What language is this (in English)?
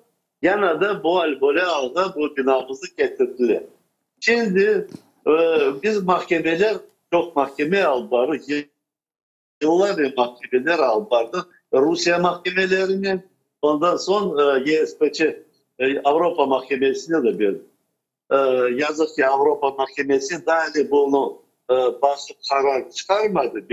Crimean Tatar